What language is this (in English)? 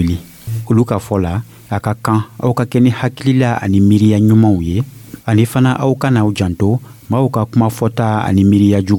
Dyula